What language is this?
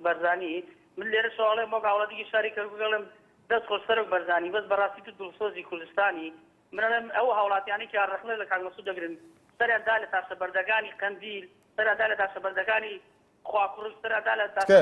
Central Kurdish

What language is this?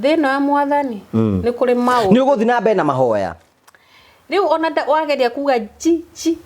Kikuyu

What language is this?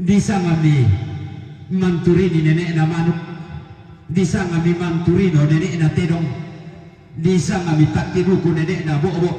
Toraja-Sa'dan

